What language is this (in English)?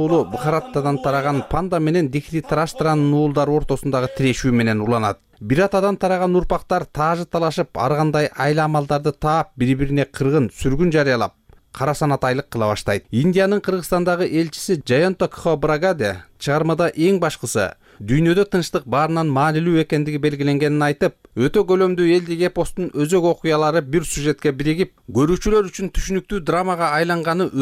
Kyrgyz